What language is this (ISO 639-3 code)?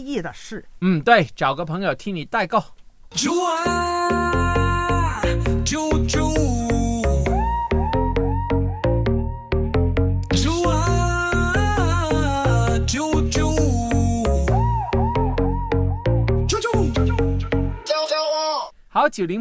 zho